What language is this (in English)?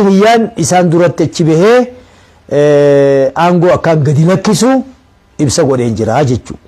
Oromo